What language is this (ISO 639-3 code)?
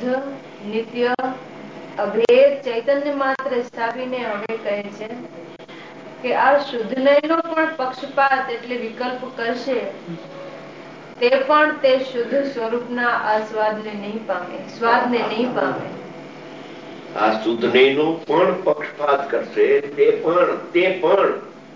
guj